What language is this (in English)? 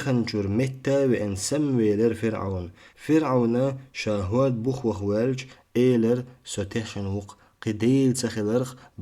Chechen